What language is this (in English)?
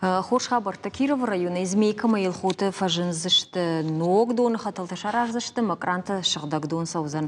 Ossetic